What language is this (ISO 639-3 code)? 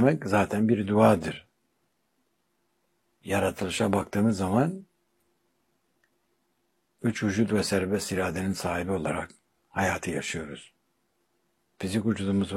tur